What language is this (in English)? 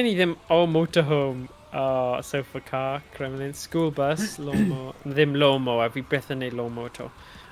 Welsh